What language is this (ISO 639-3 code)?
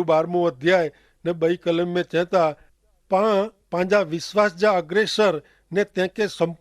kfr